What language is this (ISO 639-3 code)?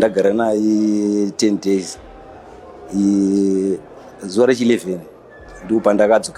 sna